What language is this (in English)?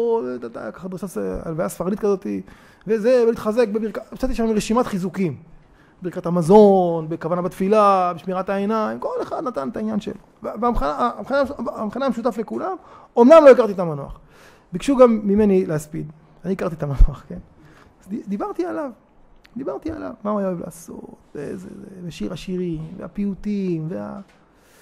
Hebrew